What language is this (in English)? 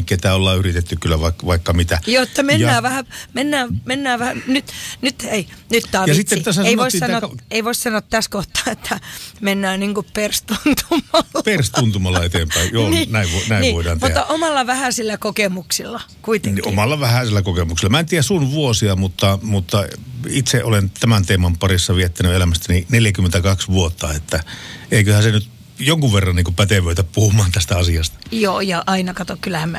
Finnish